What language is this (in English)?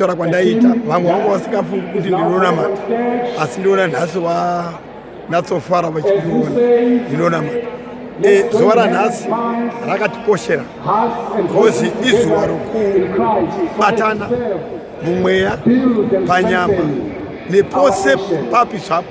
Shona